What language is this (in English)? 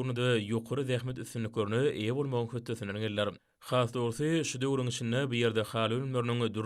Turkmen